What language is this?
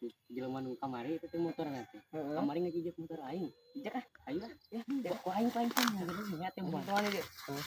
Sundanese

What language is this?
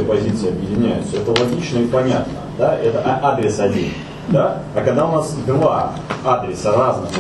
Russian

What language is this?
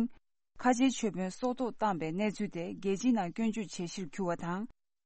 Tibetan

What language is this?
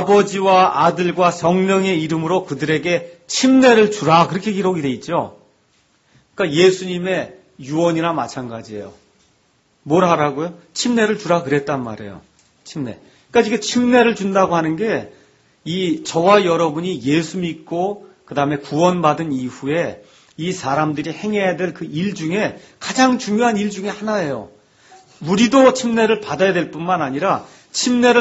Korean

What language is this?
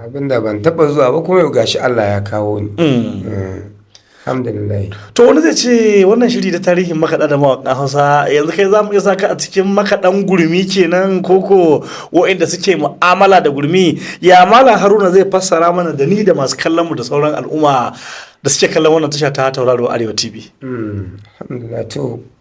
Hausa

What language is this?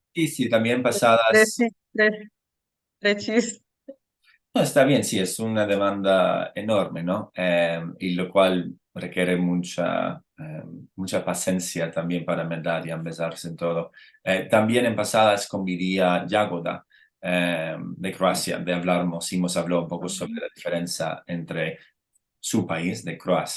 Ladino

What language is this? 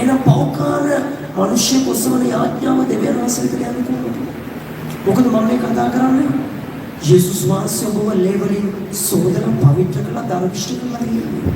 Sinhala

